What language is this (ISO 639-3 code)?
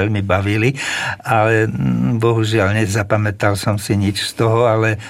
slk